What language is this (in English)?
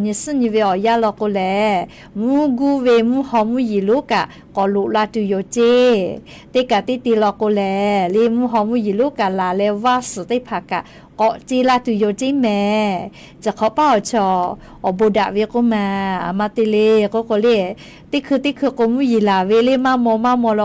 Lahu